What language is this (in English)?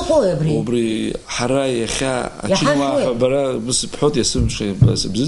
Abkhazian